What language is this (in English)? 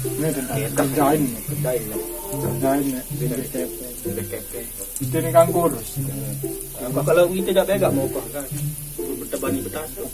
Sasak